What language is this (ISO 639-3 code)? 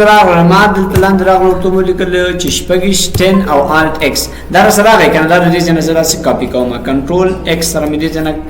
pus